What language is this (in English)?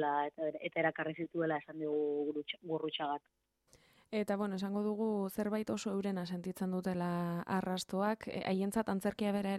Basque